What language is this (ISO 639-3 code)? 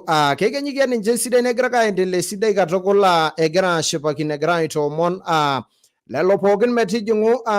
mas